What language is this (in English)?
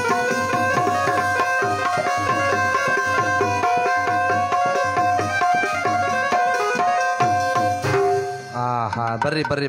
Kannada